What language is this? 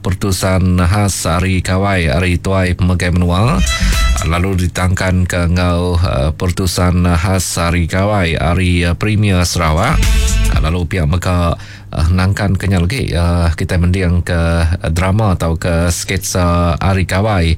Iban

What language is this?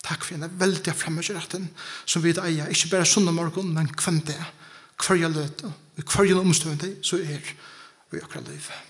Faroese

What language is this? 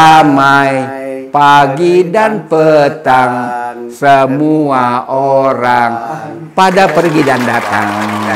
Betawi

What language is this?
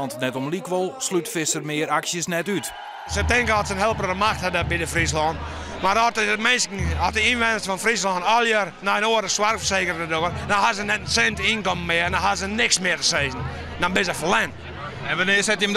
Western Frisian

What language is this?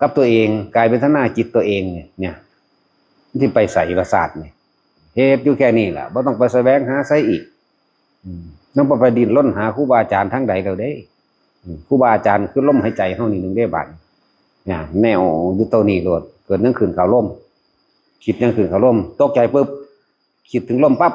Northeastern Thai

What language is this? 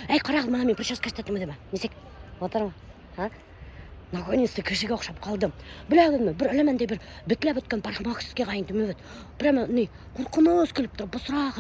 Bashkir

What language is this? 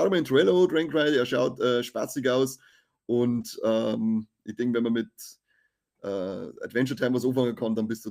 Bavarian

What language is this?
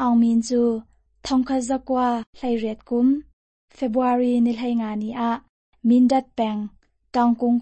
Hakha Chin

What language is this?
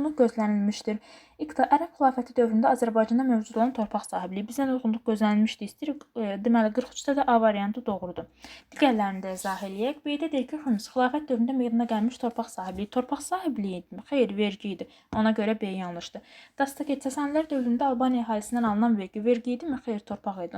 Azerbaijani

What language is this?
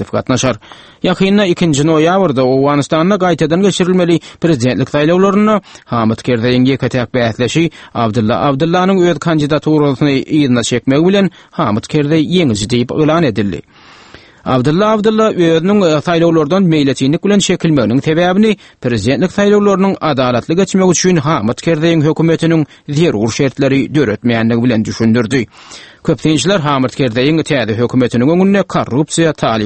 Turkmen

